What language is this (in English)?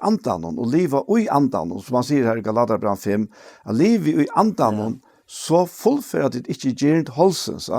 Faroese